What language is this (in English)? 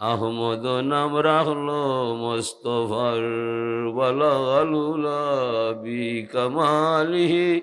Sylheti